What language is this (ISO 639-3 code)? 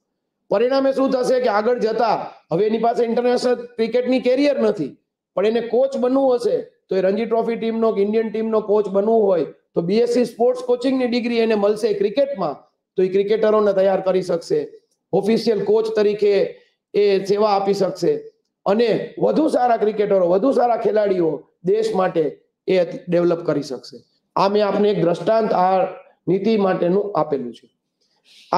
guj